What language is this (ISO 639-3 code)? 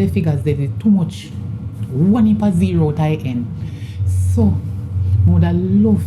jam